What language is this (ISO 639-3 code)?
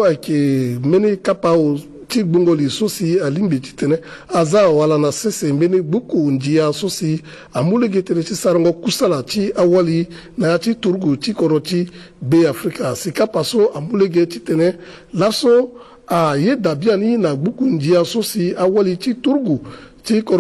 sag